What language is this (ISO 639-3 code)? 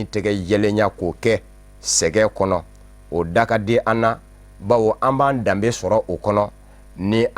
bam